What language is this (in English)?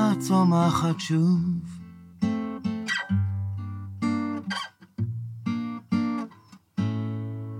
Hebrew